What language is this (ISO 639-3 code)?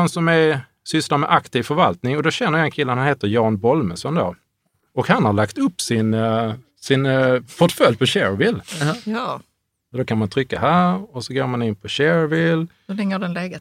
swe